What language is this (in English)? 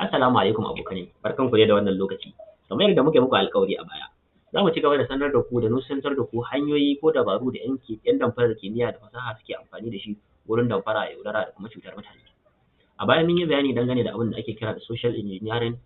Hausa